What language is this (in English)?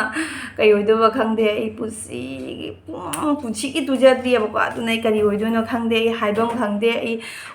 Manipuri